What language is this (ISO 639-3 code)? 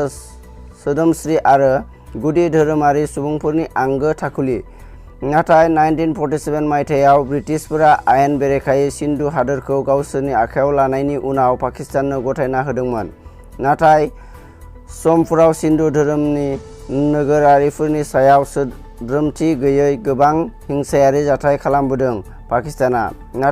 brx